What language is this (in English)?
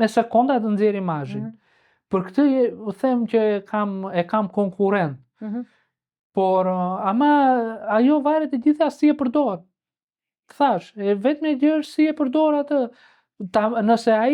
Albanian